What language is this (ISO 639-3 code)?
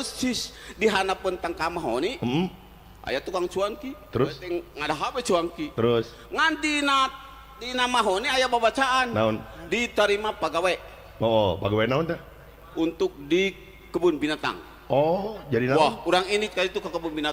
sun